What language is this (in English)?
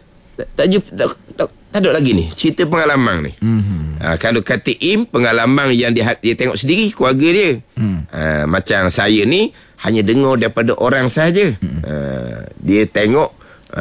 Malay